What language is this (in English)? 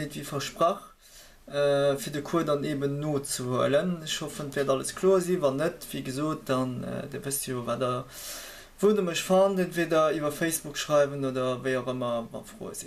Luxembourgish